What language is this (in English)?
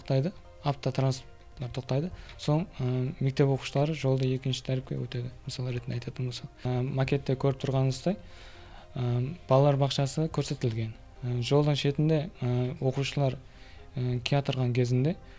Kara-Kalpak